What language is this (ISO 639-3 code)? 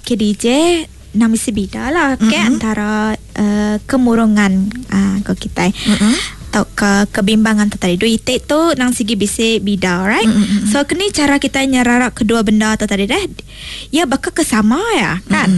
iba